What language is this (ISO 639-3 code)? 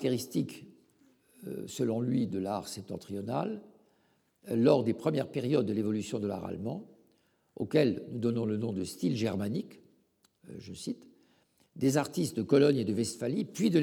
fra